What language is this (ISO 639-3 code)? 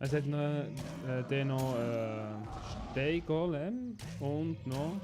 gsw